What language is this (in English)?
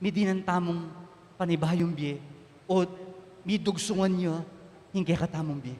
Pampanga